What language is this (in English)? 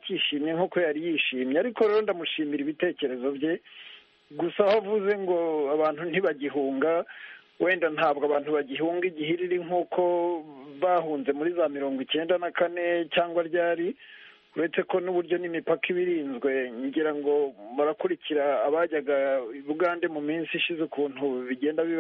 Kinyarwanda